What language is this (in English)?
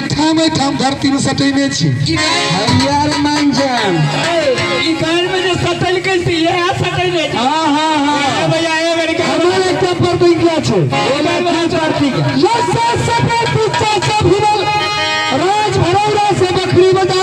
Maithili